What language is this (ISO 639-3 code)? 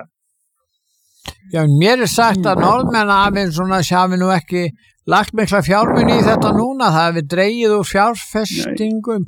isl